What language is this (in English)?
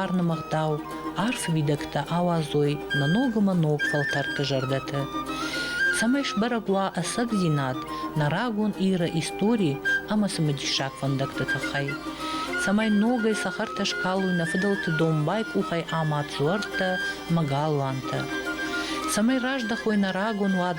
Ossetic